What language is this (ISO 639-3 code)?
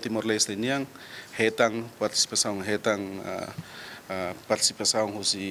tet